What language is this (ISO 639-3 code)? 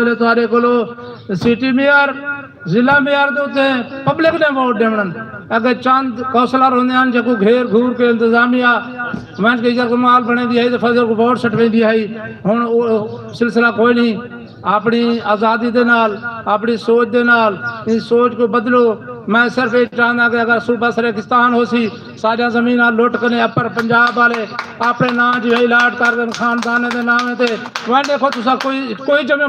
skr